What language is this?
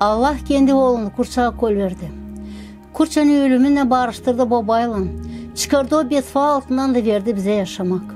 Gagauz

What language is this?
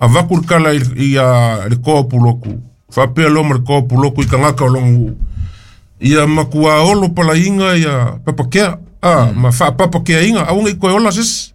Samoan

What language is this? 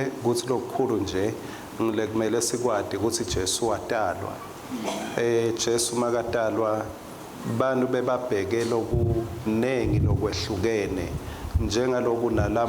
Swati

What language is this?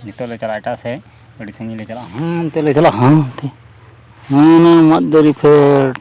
Santali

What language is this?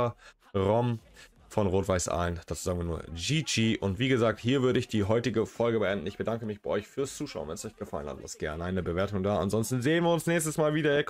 German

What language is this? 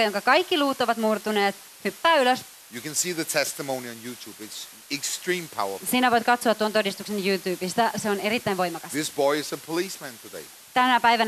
Finnish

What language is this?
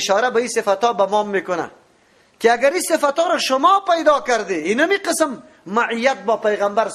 Persian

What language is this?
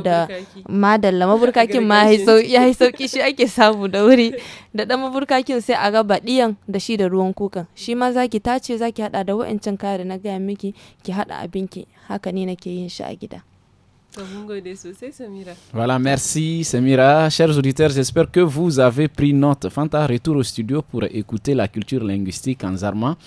Hausa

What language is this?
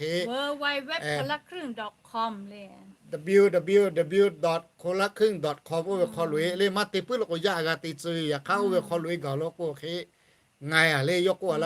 Lahu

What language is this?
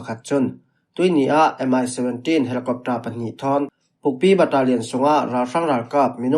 Falam Chin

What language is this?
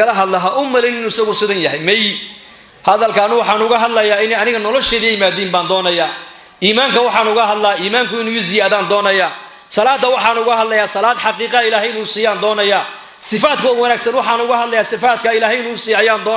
Somali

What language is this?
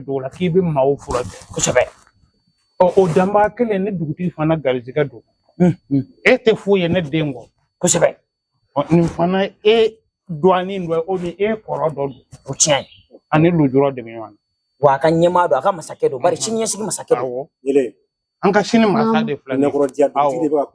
Bambara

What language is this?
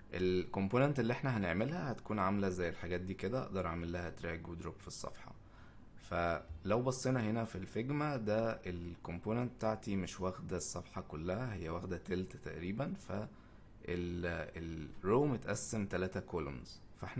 Egyptian Arabic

